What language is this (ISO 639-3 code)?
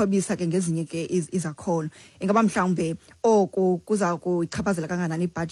xho